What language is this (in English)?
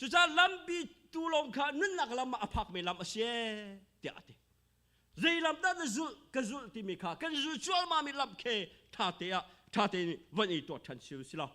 Hakha Chin